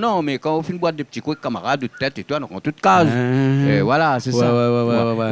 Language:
Réunion Creole French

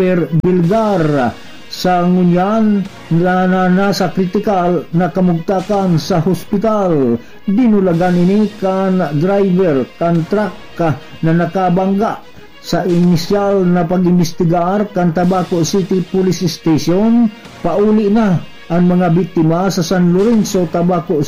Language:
Bikol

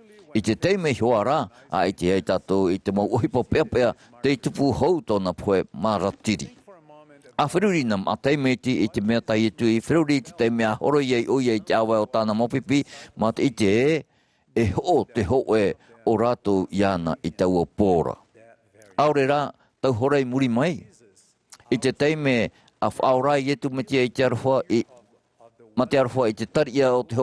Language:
Tahitian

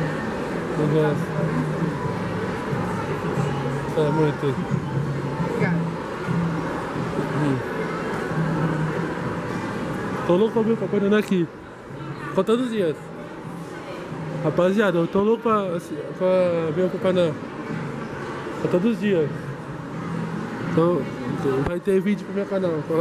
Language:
Portuguese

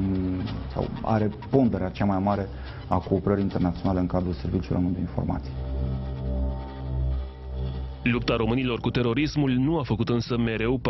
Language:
Romanian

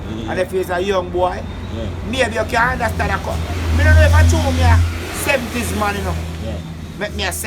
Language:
Jamaican Creole English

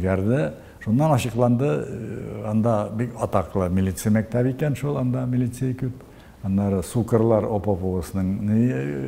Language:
Tatar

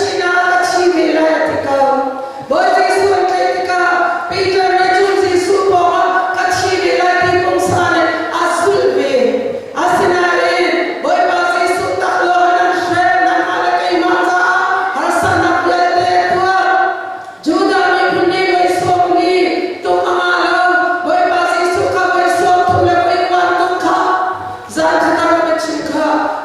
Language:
Hakha Chin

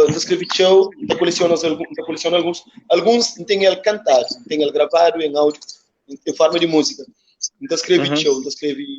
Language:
Kabuverdianu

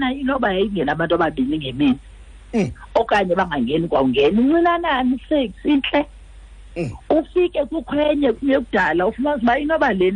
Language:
Xhosa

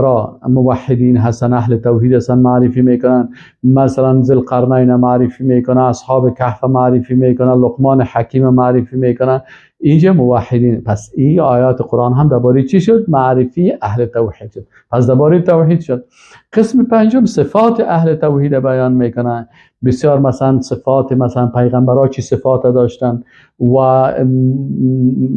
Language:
Persian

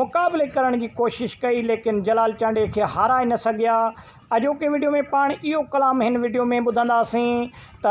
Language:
Sindhi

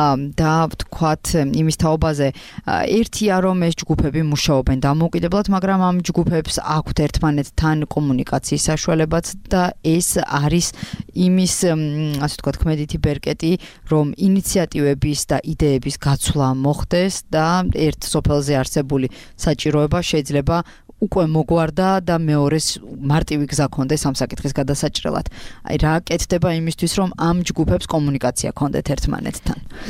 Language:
Georgian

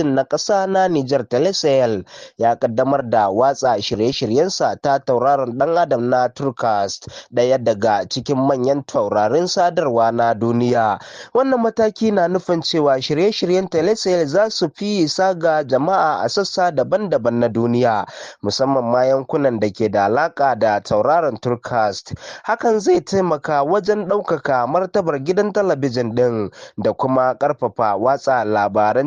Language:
Hausa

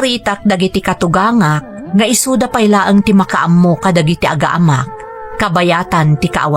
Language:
Iloko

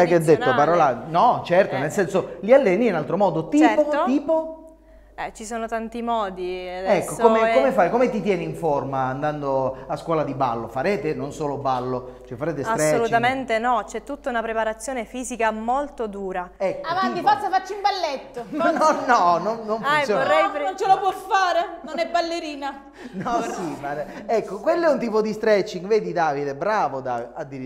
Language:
Italian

